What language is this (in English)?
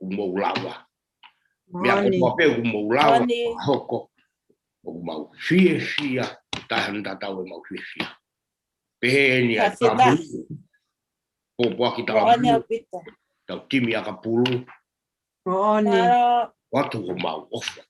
Tongan